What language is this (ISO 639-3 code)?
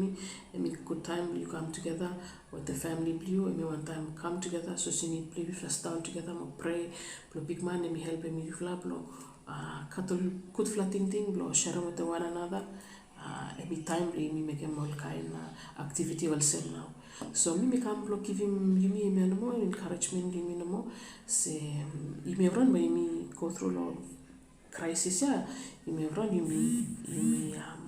bis